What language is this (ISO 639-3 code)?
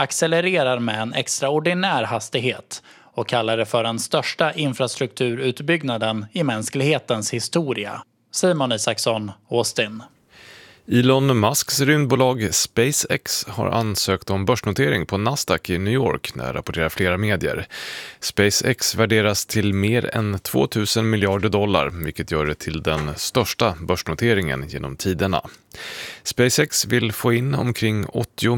swe